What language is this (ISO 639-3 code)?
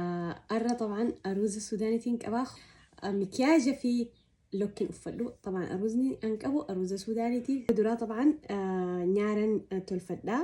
orm